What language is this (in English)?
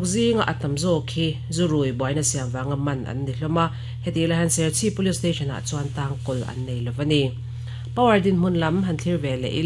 Mizo